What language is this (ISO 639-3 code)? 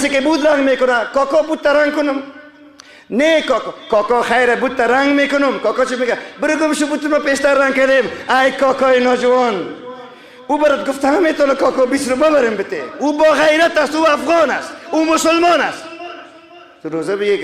tgk